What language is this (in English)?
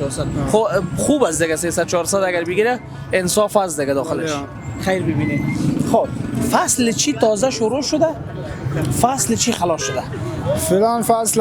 Persian